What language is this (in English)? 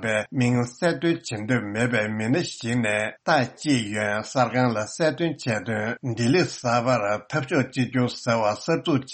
Tibetan